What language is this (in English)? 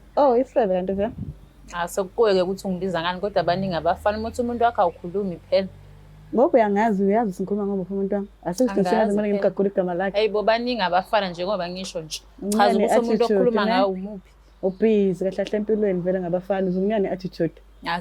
Zulu